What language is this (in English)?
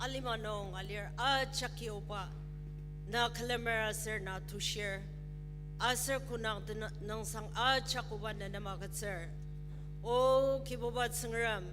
Ao Naga